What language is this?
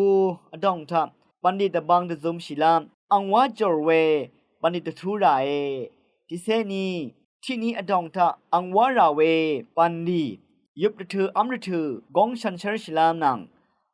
Rawang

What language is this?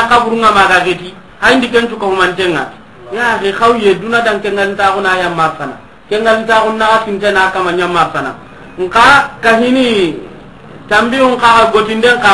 Soninke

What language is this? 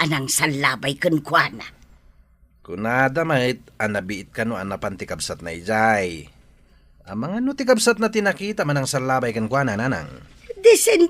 Iloko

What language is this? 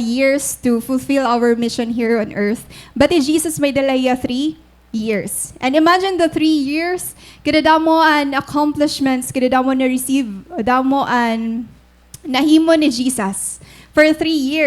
Waray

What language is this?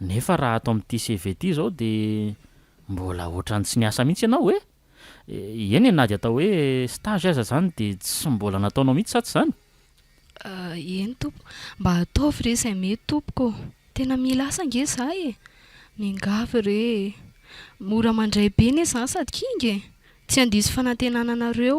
Malagasy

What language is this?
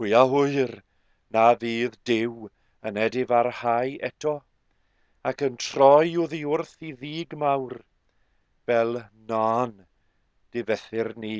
Welsh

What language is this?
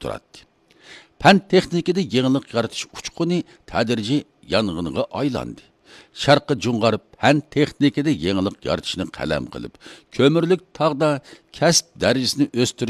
Uyghur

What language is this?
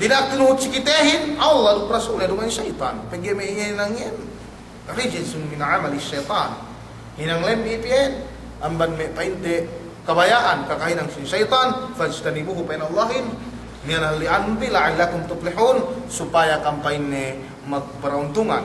Yakan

